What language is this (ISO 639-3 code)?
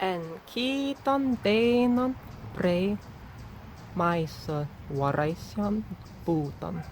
prg